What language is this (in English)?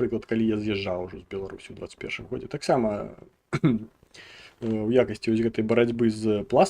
Belarusian